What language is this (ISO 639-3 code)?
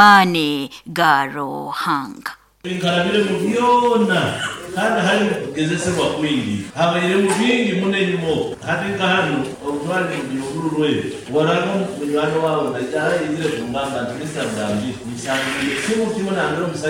nyo